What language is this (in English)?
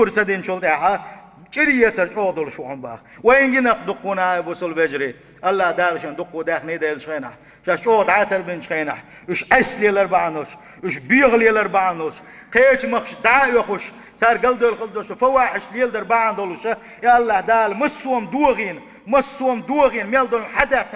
Chechen